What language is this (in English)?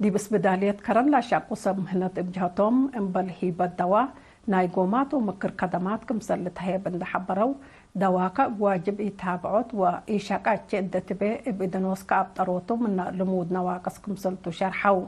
Tigre